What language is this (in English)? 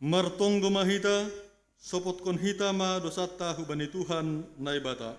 Batak Simalungun